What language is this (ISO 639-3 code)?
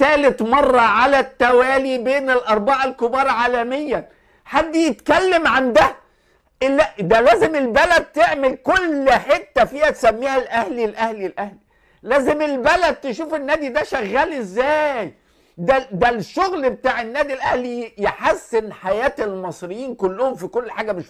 arz